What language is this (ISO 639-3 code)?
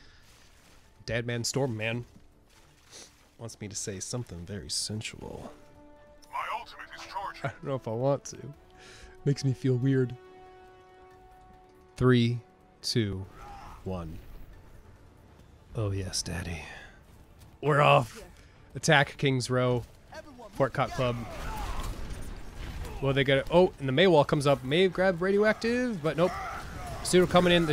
eng